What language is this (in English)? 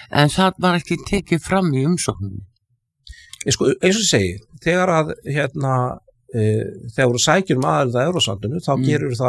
Icelandic